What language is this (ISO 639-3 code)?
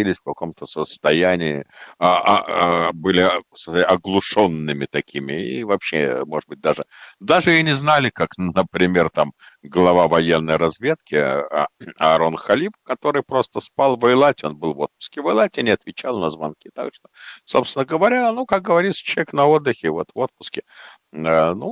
rus